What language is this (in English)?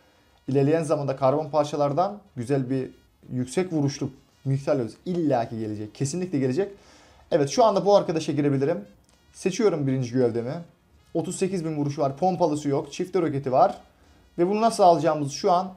Turkish